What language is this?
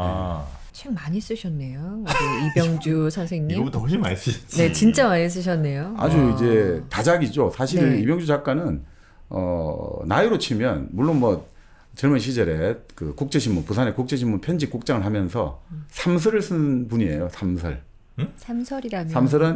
Korean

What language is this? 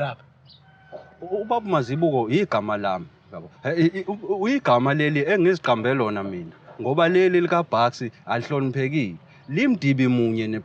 Zulu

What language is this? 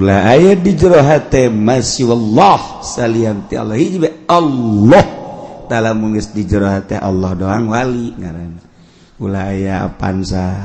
Sundanese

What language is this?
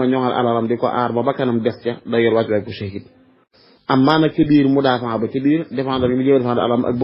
Wolof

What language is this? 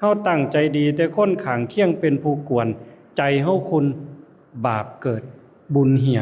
Lao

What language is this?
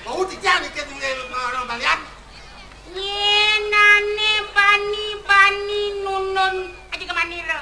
Balinese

